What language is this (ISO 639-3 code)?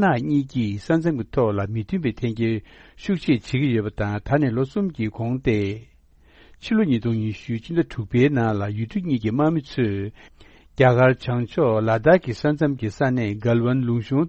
bod